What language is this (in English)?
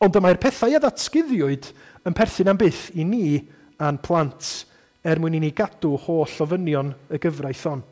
Welsh